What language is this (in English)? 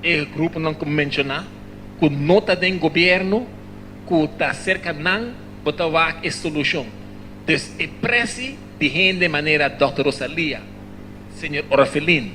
Papiamento